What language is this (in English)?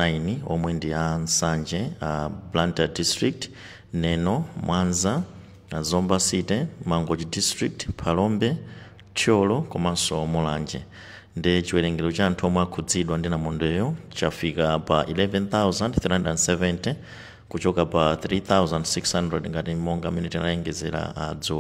Nyanja